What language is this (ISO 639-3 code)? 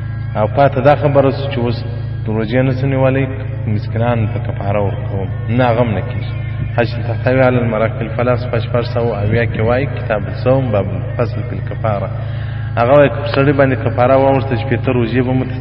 pus